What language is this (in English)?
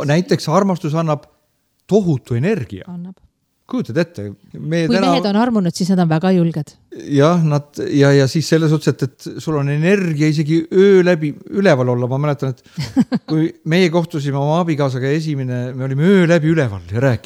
Estonian